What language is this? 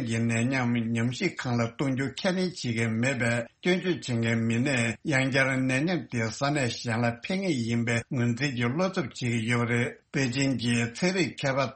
Tibetan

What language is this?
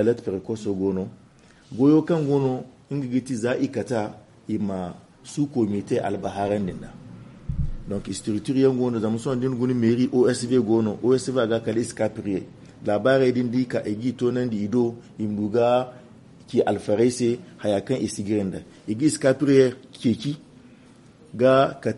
Zarma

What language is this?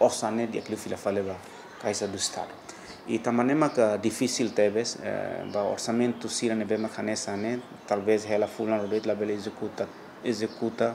Tetum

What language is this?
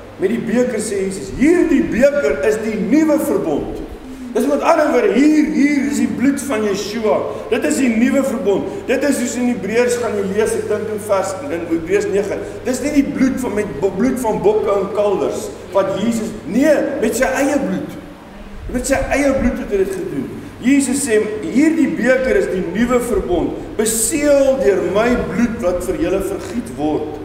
Afrikaans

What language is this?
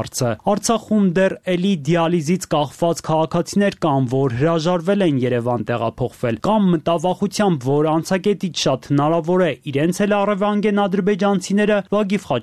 Armenian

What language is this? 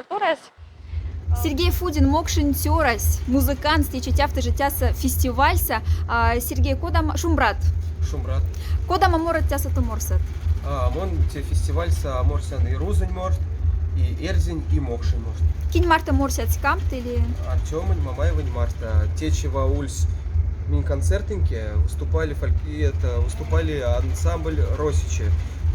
Moksha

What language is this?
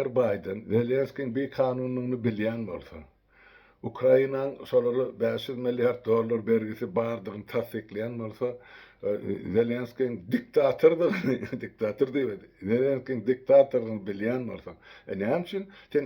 Turkmen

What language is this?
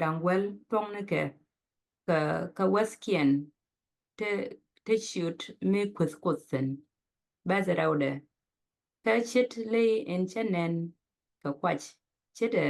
Nuer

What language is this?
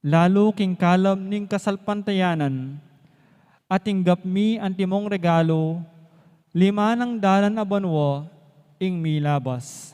Pampanga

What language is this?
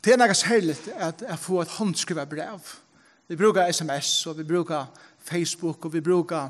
Faroese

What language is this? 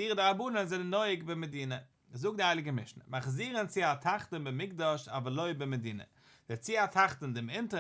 Yiddish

